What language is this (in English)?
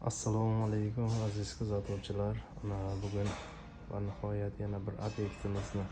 Uzbek